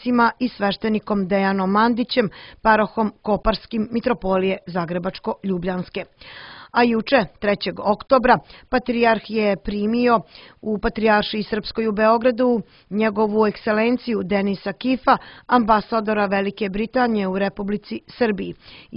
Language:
Serbian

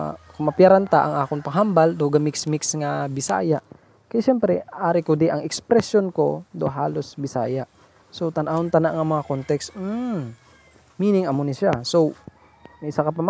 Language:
Hiligaynon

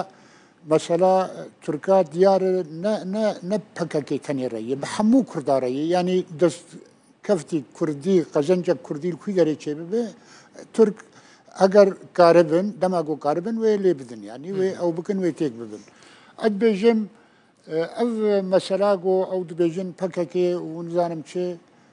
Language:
Kurdish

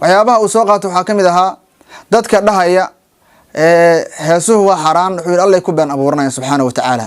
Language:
Somali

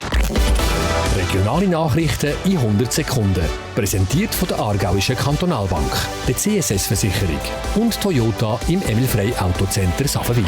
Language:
Swiss German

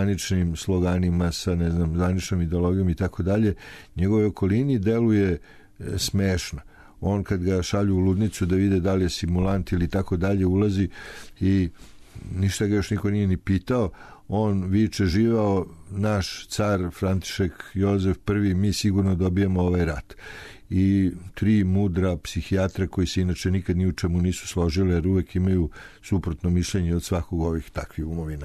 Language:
Serbian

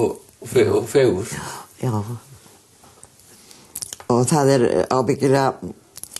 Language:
Icelandic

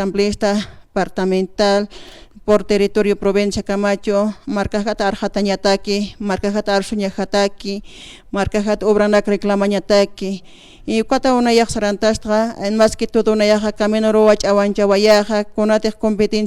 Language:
Aymara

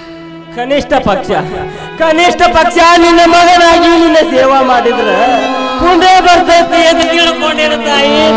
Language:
Kannada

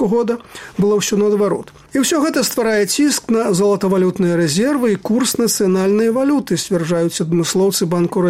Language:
Belarusian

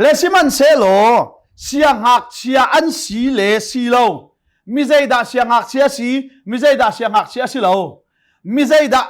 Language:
Hakha Chin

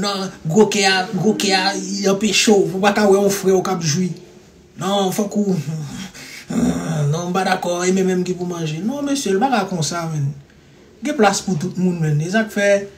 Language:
Haitian Creole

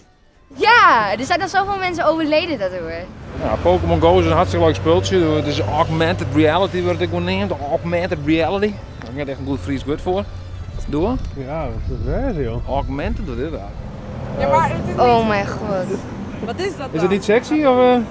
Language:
Western Frisian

